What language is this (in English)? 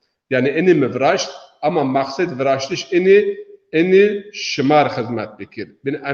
Zaza